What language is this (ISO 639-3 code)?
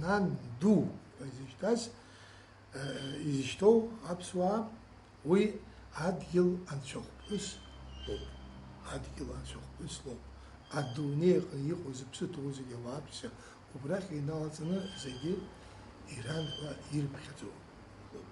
abk